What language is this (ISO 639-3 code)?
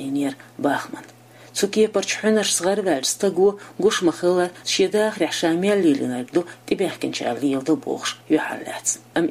che